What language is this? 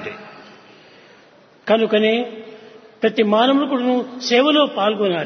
Telugu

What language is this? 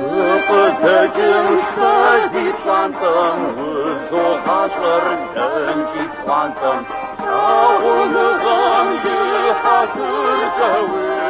Kabardian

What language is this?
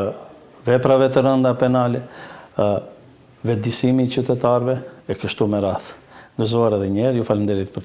Albanian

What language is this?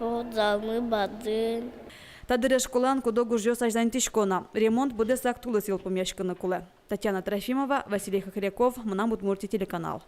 Udmurt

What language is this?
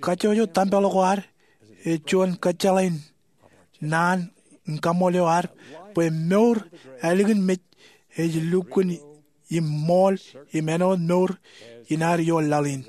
Marshallese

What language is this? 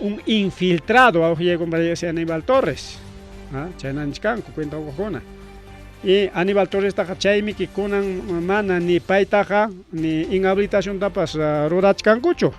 Ayacucho Quechua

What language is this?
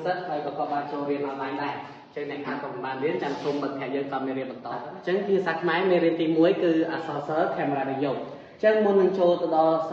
Khmer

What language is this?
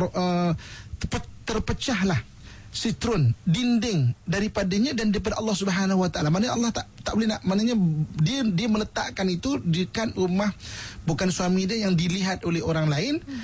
Malay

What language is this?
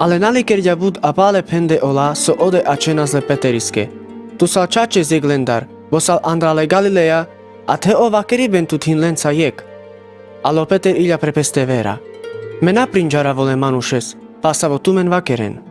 Carpathian Romani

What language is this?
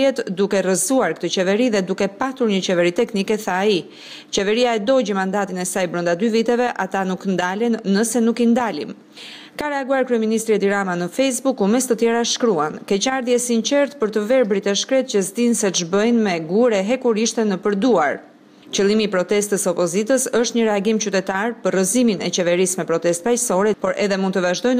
Albanian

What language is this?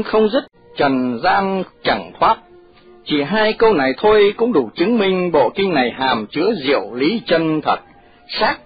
Vietnamese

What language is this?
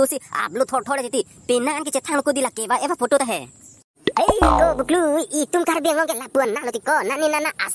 Karbi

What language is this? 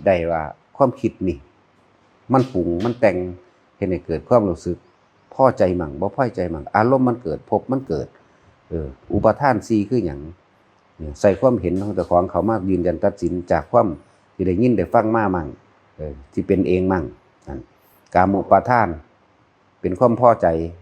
Northeastern Thai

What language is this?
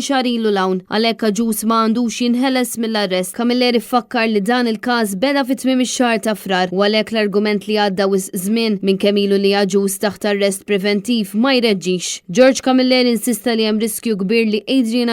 Maltese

